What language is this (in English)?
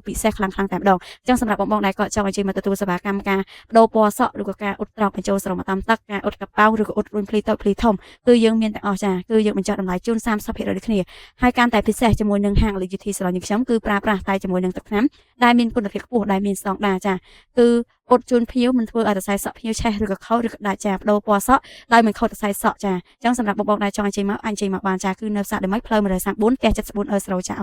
Khmer